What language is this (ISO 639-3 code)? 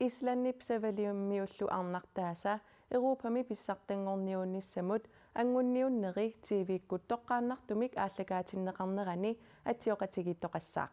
kal